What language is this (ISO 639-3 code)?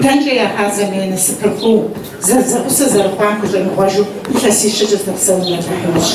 kbd